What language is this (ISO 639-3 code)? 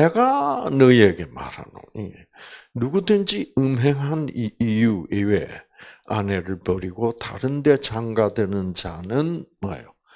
kor